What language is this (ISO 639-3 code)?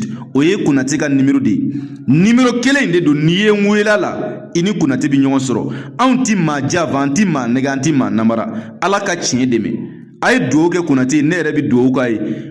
bam